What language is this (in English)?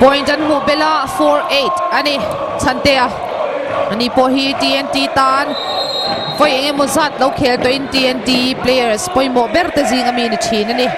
Mizo